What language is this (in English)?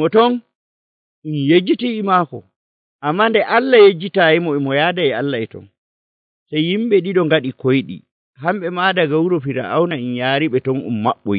Nigerian Fulfulde